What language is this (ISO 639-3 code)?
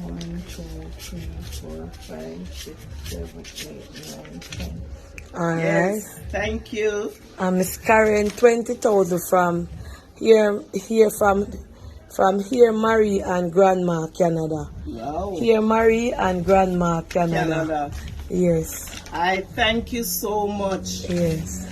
jam